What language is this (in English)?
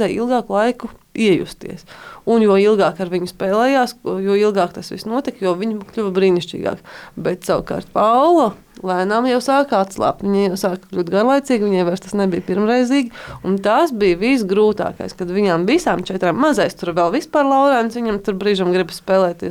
Latvian